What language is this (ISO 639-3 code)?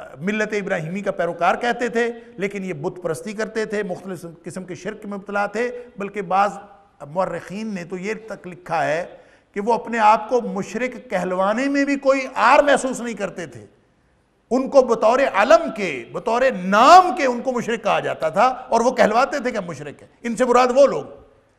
urd